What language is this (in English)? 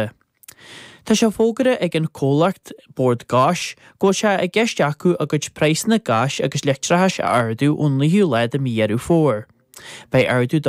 Irish